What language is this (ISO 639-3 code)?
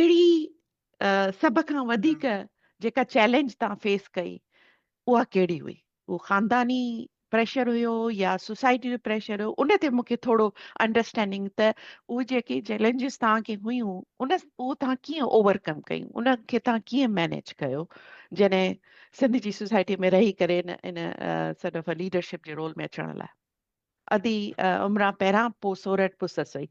snd